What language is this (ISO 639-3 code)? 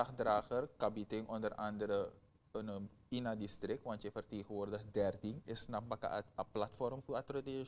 nld